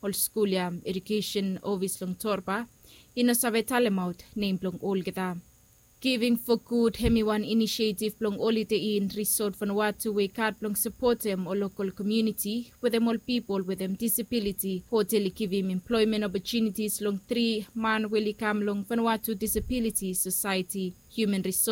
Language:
Bislama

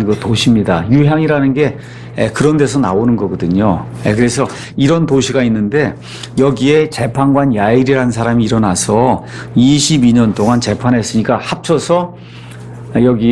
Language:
Korean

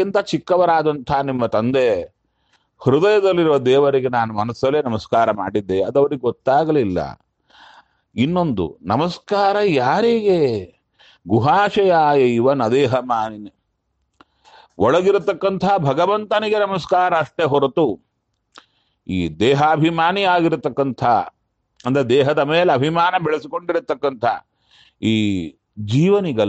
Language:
Kannada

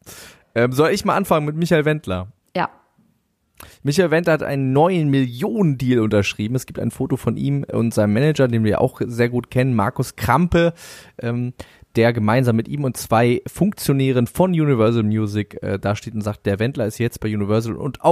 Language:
German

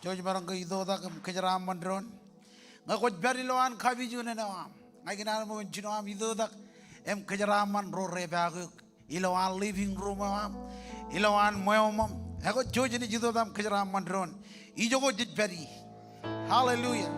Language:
Marshallese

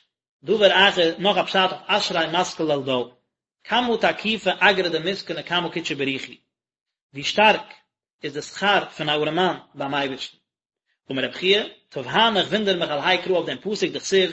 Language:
Yiddish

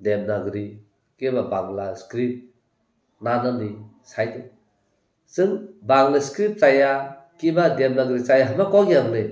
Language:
Kok Borok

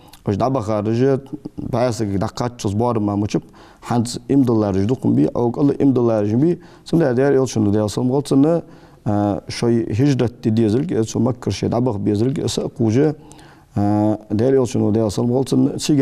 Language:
Ingush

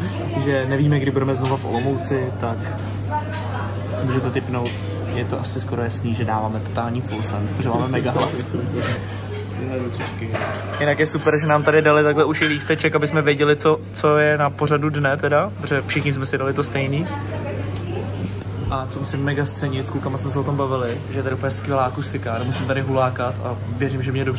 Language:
Czech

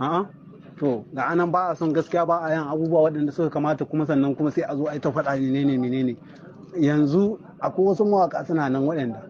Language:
Hausa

